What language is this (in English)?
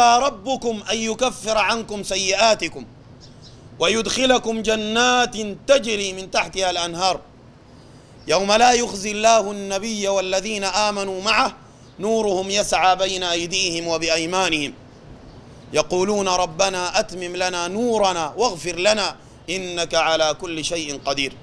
Sudanese Arabic